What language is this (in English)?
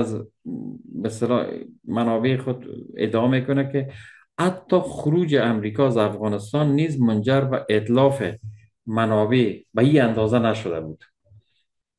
Persian